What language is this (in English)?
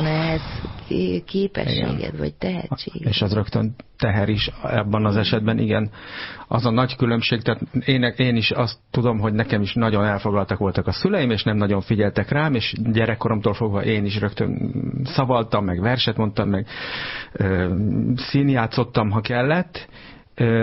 Hungarian